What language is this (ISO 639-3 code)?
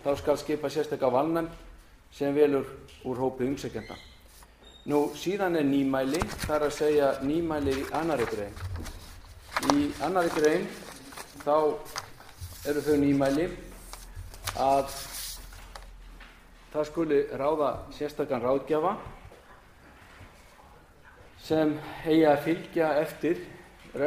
isl